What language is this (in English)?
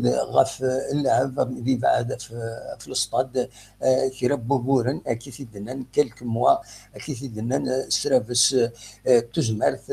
Kabyle